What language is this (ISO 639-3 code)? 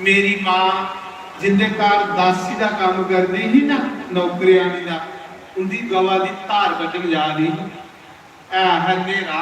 doi